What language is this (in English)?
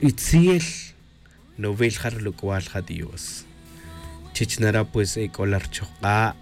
Tz'utujil